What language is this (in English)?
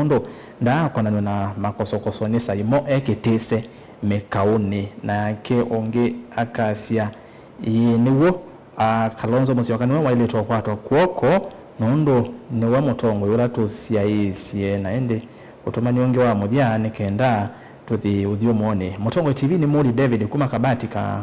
Kamba